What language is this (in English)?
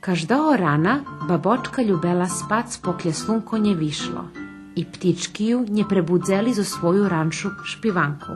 Rusyn